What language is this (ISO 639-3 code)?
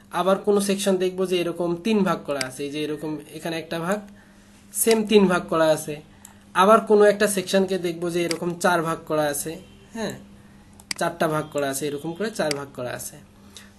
ben